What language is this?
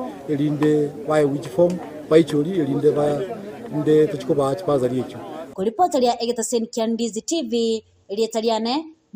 Gusii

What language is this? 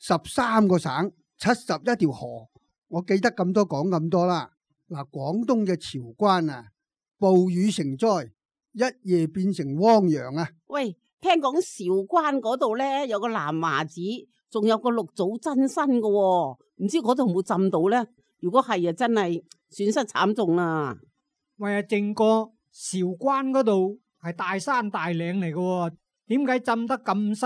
Cantonese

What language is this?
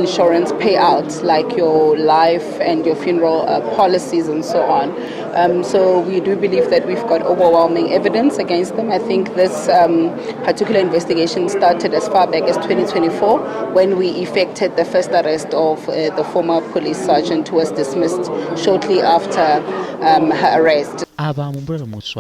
Venda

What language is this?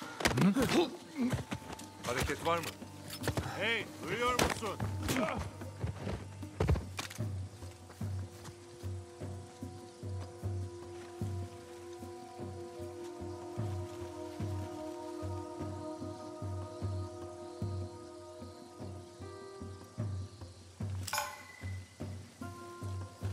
Turkish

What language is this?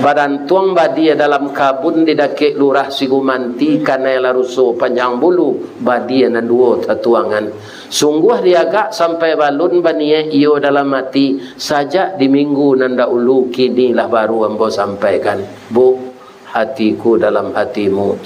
Minangkabau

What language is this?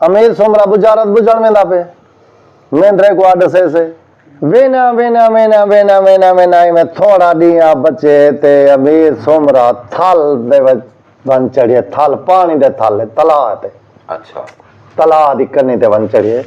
Saraiki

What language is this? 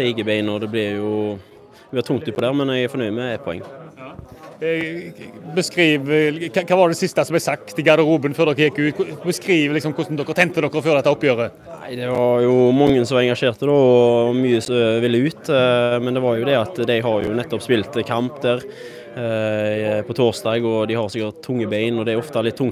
Norwegian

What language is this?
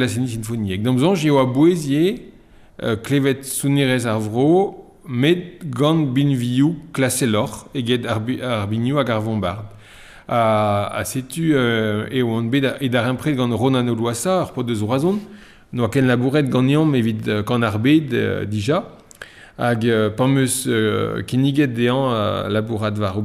Breton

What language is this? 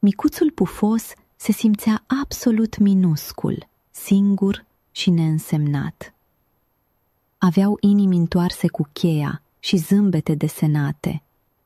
Romanian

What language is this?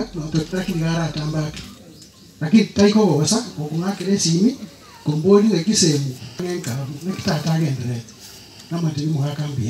Swahili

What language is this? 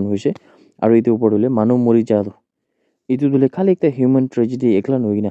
Naga Pidgin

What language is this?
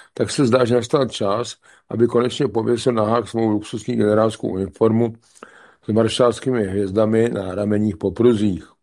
Czech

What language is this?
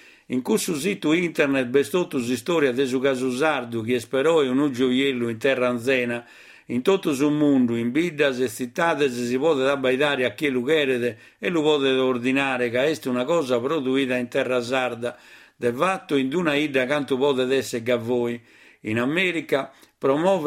Sardinian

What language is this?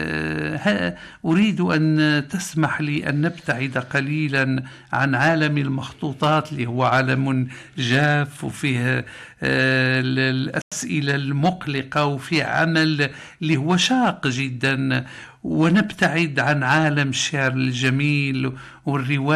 Arabic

